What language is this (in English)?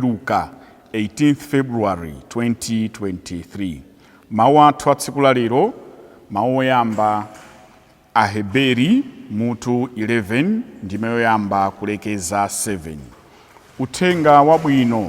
Nyanja